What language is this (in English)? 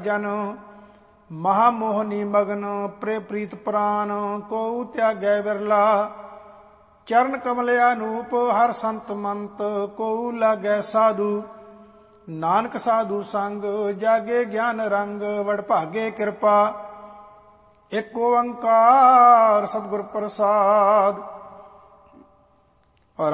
Punjabi